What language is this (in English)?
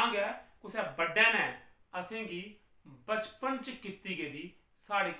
Dogri